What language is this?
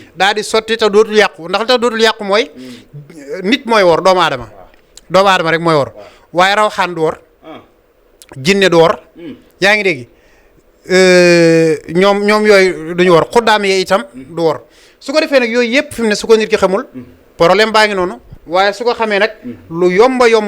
Wolof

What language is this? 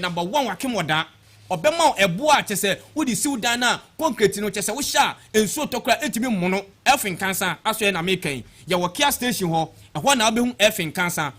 Akan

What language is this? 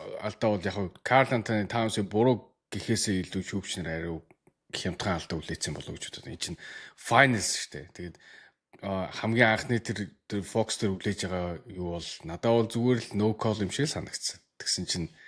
Mongolian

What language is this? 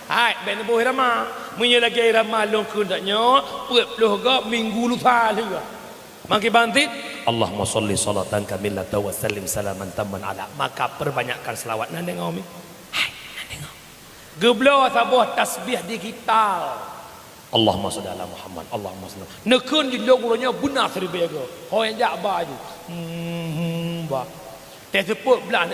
Achinese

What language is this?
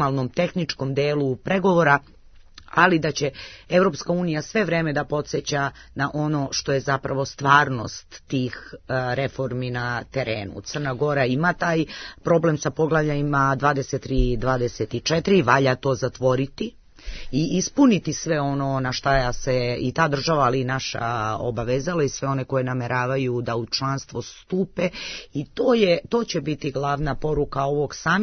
Serbian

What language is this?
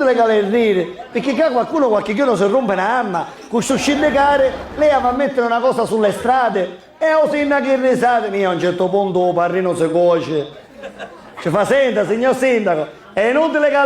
Sicilian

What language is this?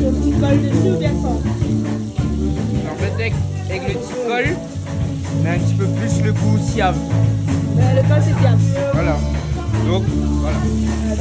Réunion Creole French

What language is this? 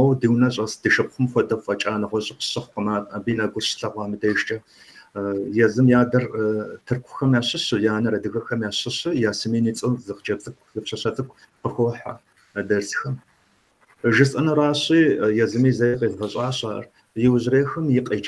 Kabardian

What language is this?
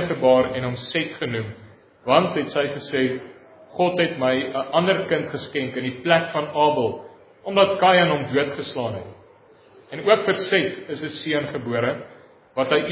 Afrikaans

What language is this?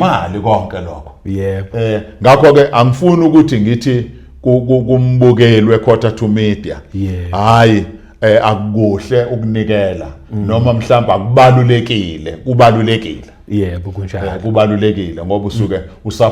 Zulu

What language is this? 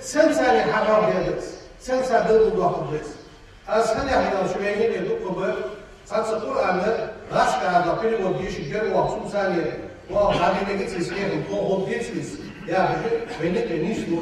Ingush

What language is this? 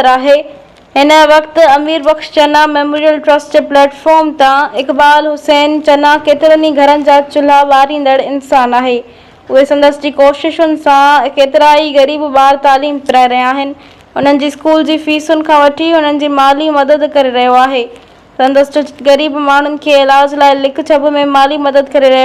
Sindhi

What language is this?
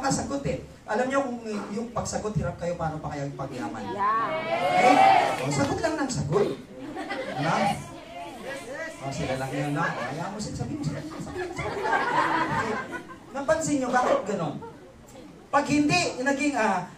Filipino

